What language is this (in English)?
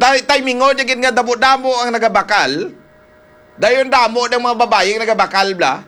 Hiligaynon